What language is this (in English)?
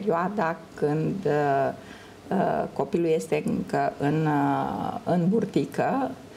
Romanian